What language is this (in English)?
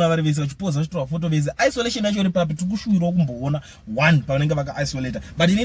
Shona